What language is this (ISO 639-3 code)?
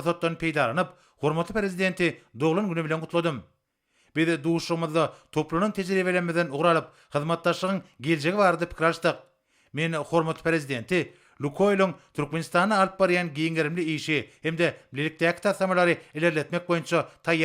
tuk